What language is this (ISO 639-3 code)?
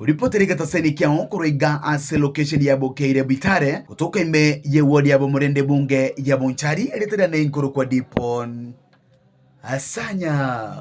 guz